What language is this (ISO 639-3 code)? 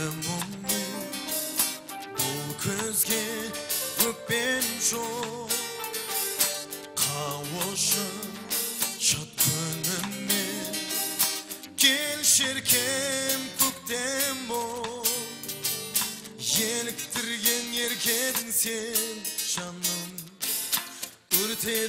kaz